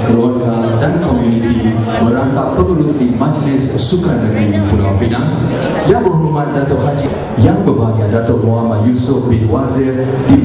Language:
Malay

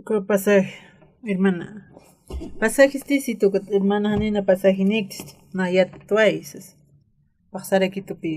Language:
Aymara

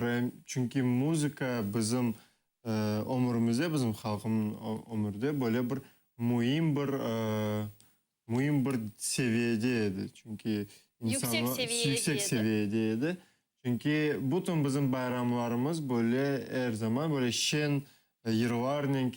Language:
Crimean Tatar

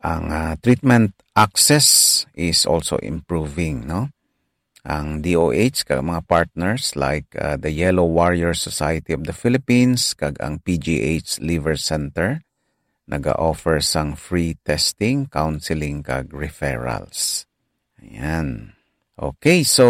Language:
Hiligaynon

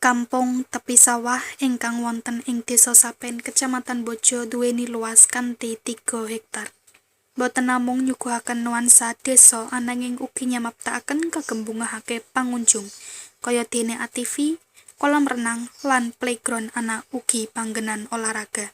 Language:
Javanese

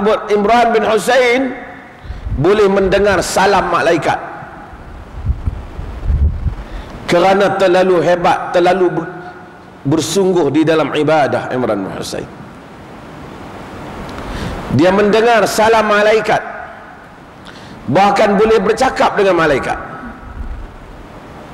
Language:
Malay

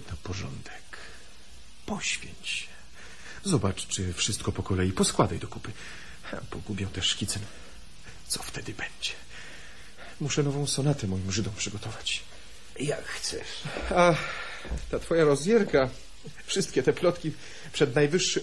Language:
Polish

